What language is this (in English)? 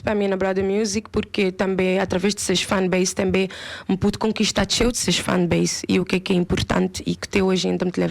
Kabuverdianu